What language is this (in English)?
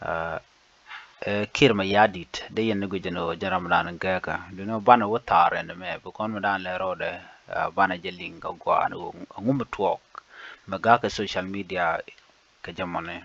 Nuer